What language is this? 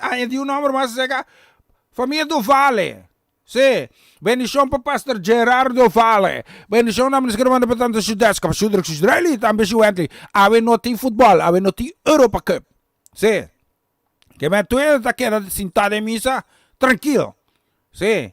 Papiamento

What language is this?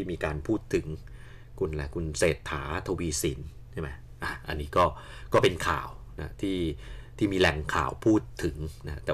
Thai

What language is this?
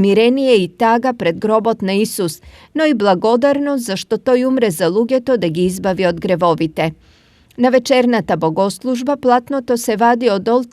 Macedonian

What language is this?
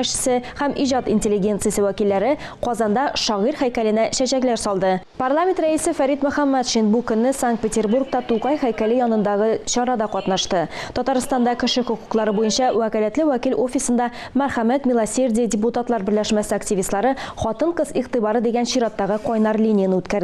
Tatar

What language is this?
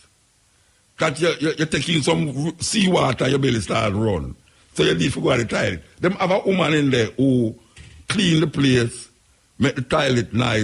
Jamaican Creole English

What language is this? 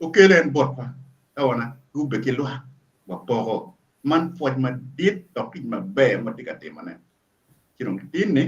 Acoli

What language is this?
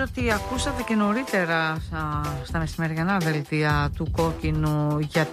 Greek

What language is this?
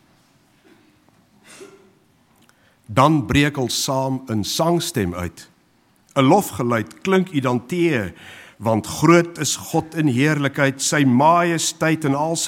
Afrikaans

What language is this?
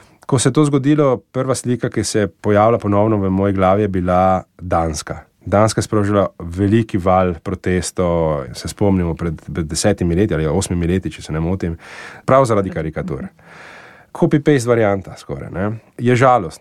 Slovenian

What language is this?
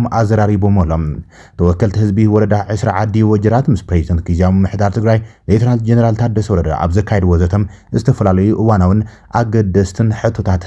Tigrinya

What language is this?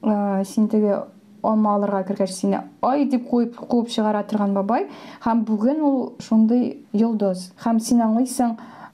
Tatar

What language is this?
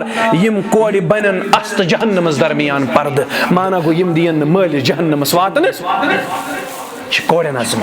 Kashmiri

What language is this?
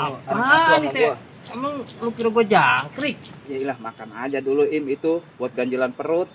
Betawi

